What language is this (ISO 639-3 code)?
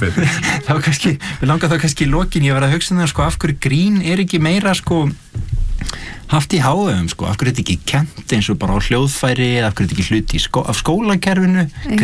isl